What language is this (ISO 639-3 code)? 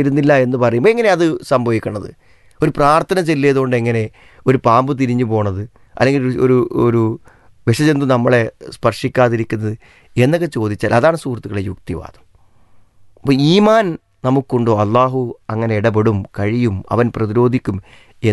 mal